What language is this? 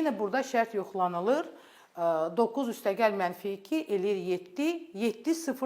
Azerbaijani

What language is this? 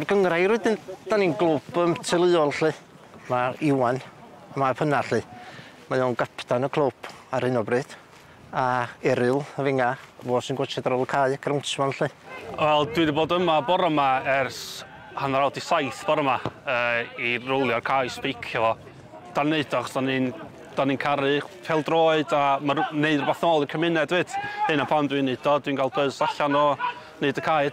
Welsh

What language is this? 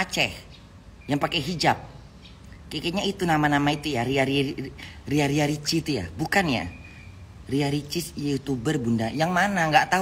Indonesian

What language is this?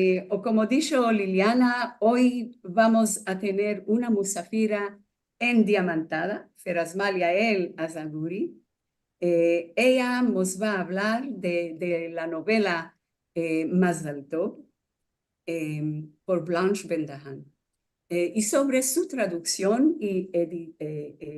Ladino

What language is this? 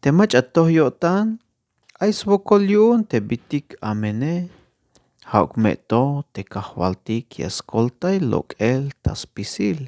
Tzeltal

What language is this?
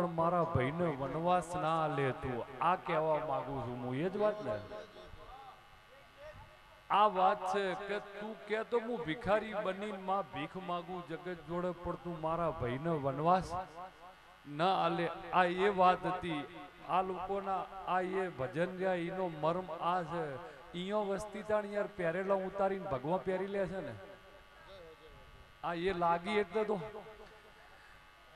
Gujarati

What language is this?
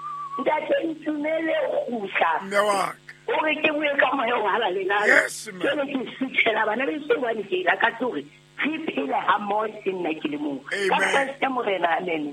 Southern Sotho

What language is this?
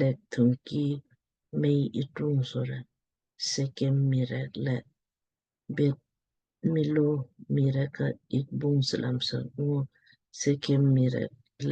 Lamkang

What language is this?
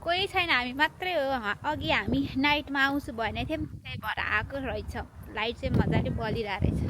Nepali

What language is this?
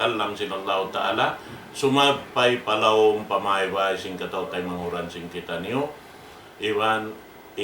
Tausug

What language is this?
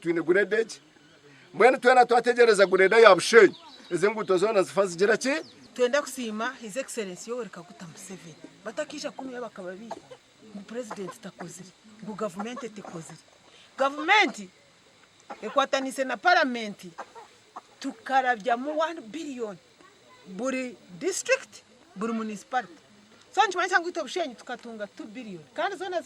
Nyankole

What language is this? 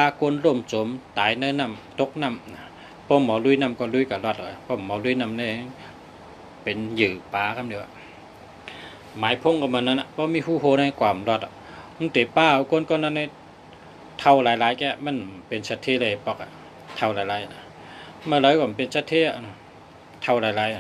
Shan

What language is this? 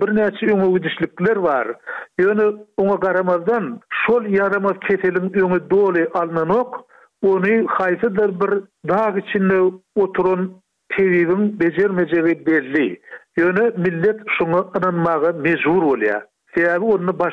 Turkmen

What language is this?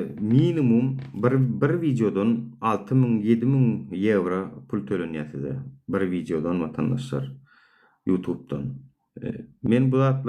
Turkmen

